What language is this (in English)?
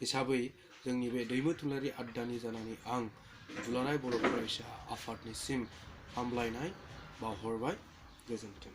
Bodo